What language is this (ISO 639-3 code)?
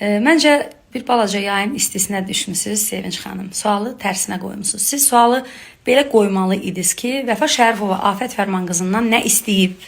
aze